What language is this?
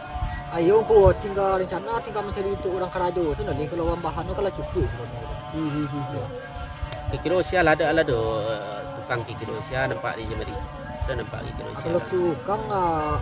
Minangkabau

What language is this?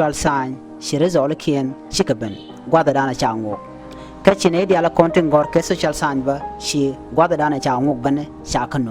Nuer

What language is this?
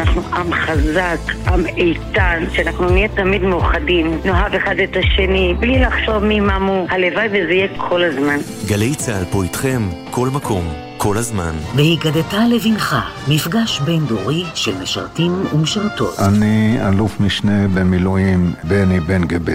Hebrew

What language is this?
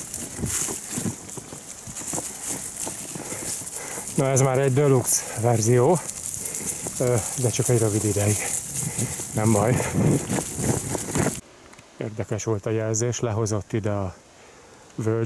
Hungarian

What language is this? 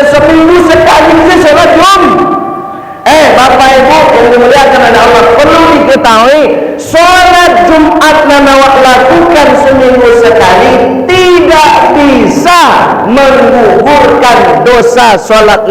Minangkabau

